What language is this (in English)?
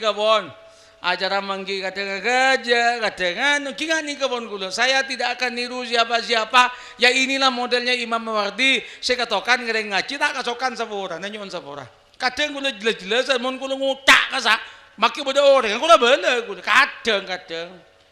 Madurese